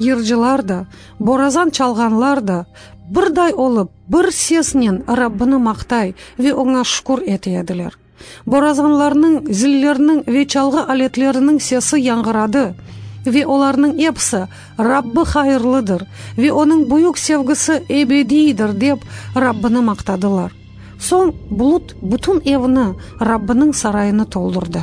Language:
Crimean Tatar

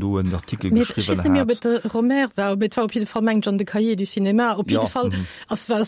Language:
Luxembourgish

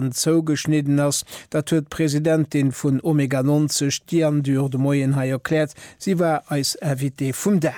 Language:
Luxembourgish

